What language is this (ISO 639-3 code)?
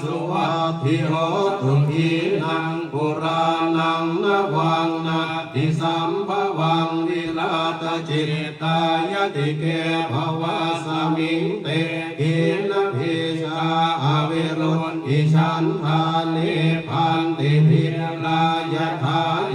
pli